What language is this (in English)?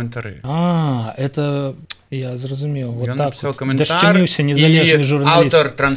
Belarusian